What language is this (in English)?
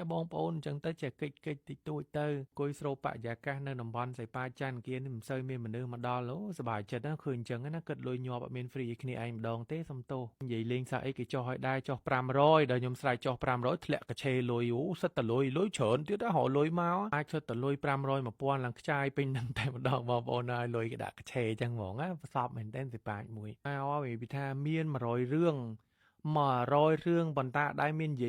Khmer